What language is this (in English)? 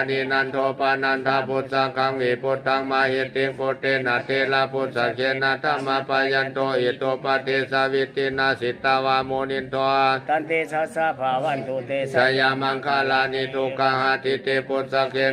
Pali